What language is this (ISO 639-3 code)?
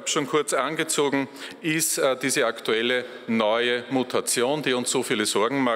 deu